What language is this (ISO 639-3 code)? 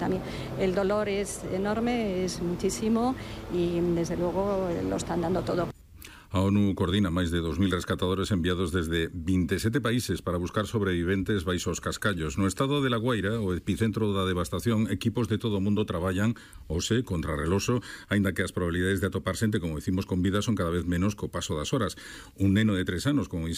glg